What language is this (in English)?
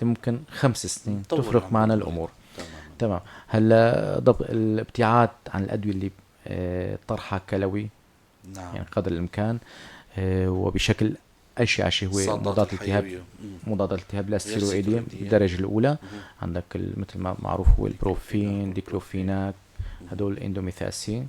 North Levantine Arabic